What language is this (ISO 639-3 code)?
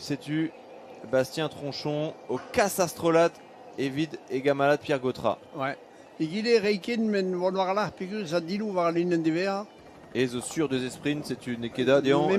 bre